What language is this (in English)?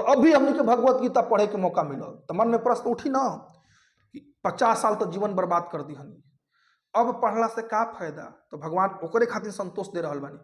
Bhojpuri